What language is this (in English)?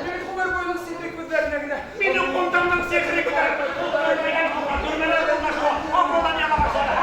Bashkir